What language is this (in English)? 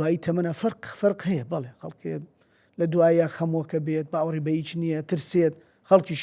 Central Kurdish